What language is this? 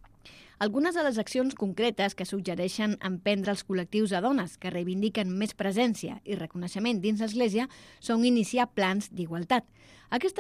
Catalan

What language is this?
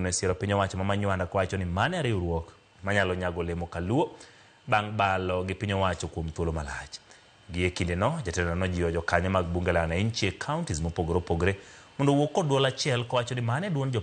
Luo (Kenya and Tanzania)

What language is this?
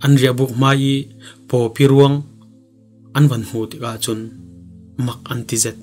Falam Chin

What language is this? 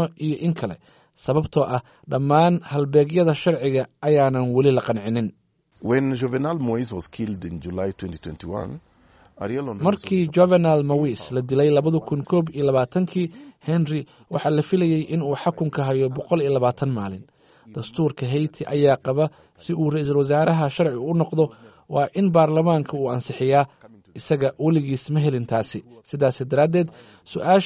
Somali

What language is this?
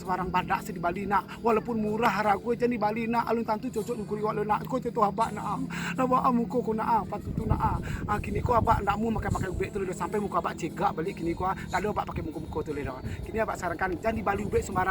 Minangkabau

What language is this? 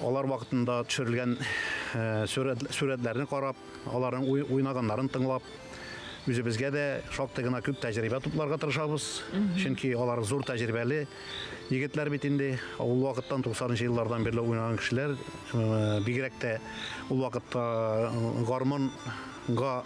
Tatar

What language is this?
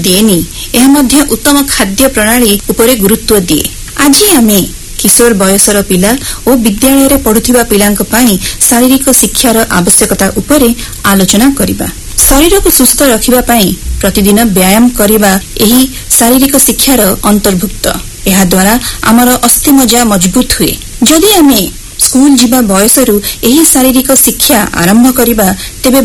Odia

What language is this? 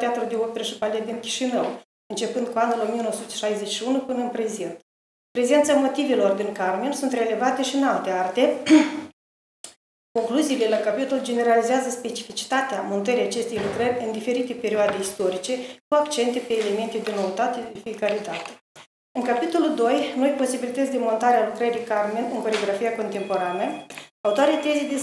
Romanian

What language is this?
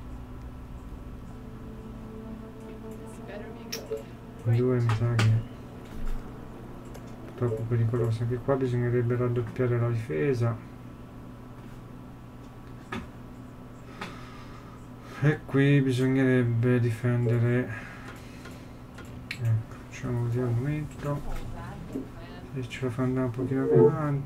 Italian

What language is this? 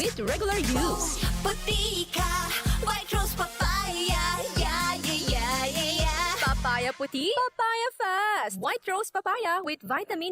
Bikol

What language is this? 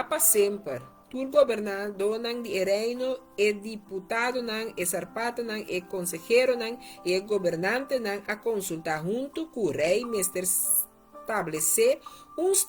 Papiamento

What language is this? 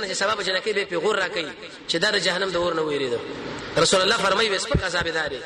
Pashto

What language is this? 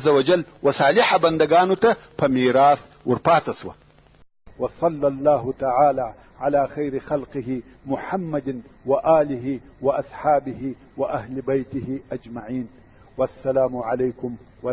Pashto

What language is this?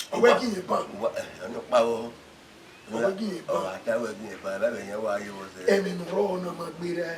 Bini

